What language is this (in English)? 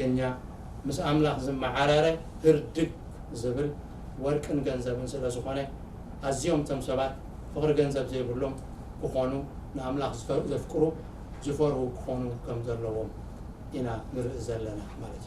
Tigrinya